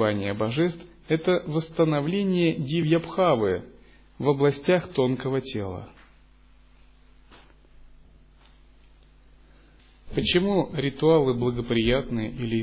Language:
Russian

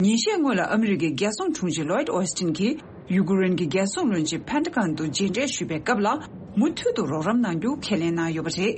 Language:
Tibetan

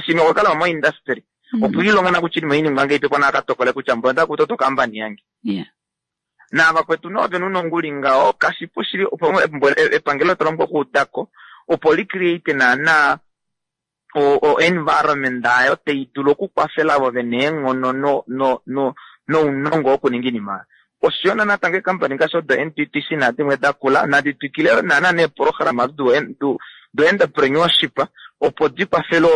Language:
Kuanyama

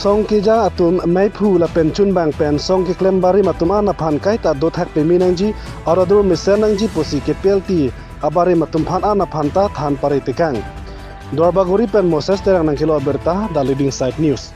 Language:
Karbi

